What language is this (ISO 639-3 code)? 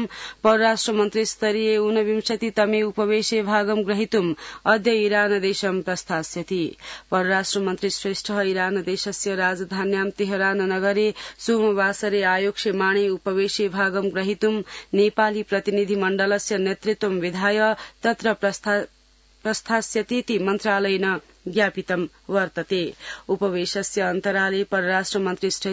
san